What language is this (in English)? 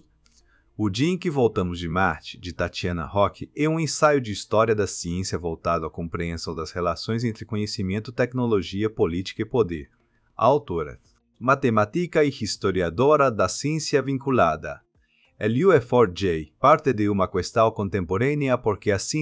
Portuguese